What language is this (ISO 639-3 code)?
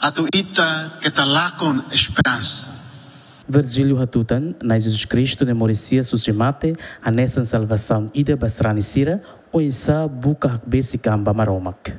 tet